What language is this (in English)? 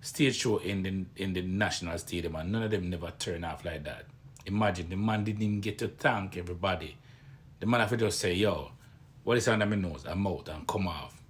Jamaican Creole English